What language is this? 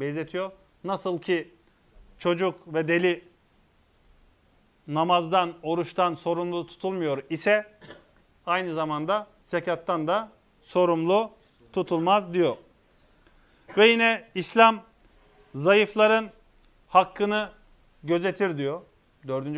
Turkish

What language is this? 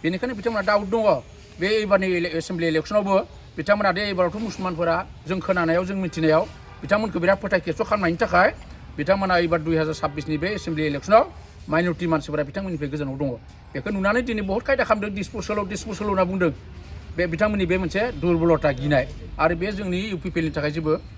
Bodo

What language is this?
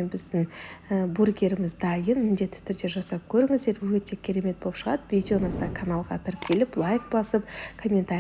Kazakh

